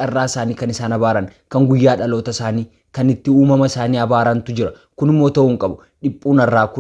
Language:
Oromo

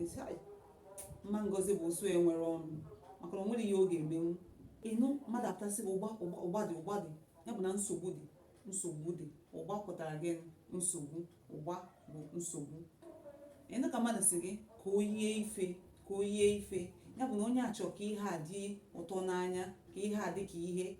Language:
Igbo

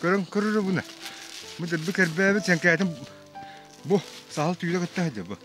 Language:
Yakut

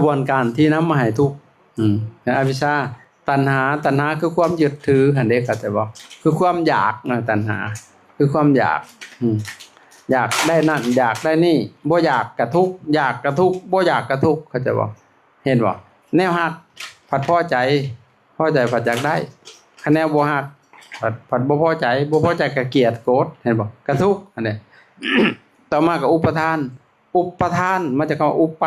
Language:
Lao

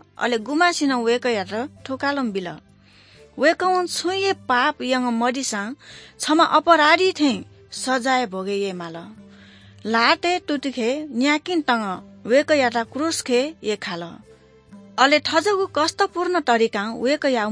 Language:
Newari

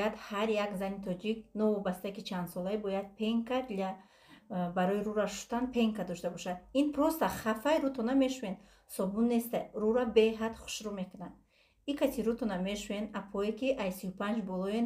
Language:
Tajik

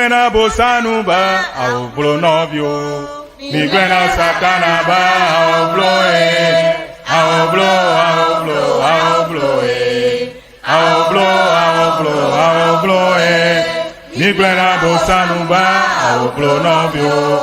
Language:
Ewe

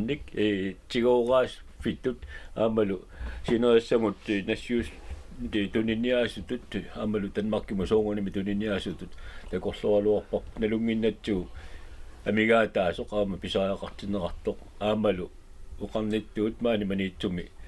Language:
Kalaallisut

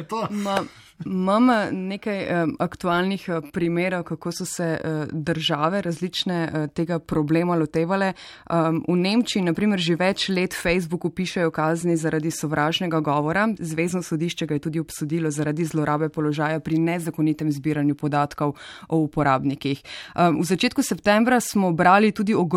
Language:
Slovenian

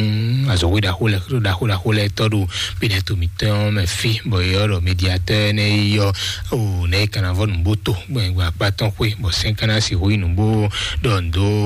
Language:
Fon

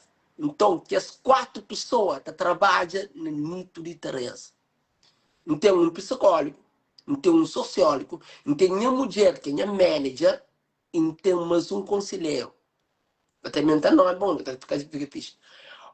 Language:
Kabuverdianu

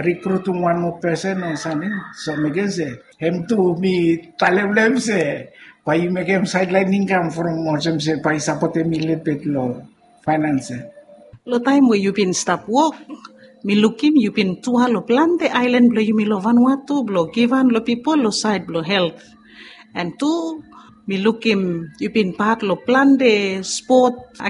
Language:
Bislama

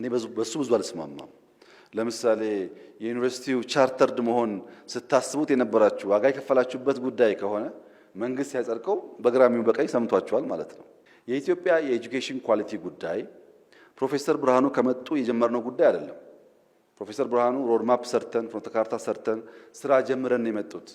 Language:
Amharic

